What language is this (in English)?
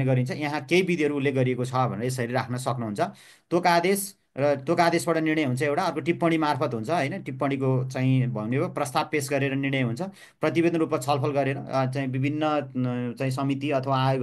Nepali